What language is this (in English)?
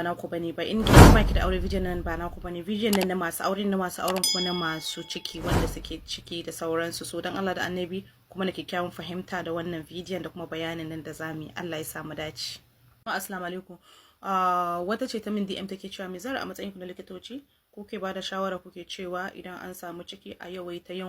Hausa